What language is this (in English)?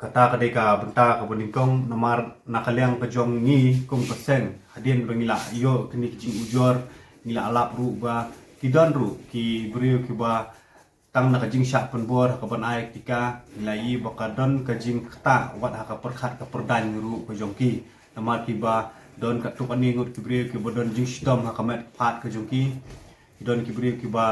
Khasi